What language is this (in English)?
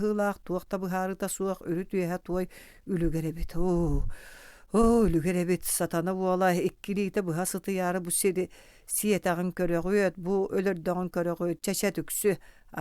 Yakut